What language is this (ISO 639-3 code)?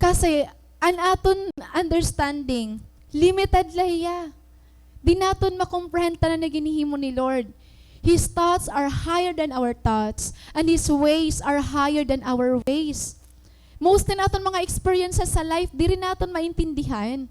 war